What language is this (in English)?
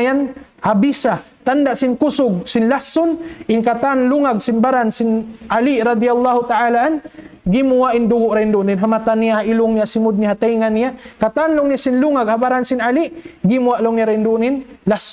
Tausug